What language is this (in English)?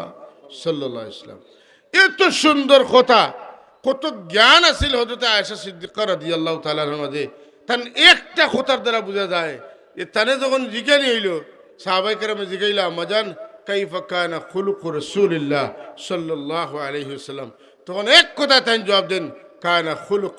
Sylheti